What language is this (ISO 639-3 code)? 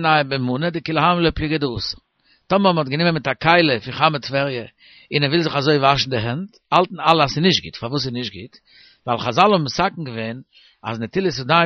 yid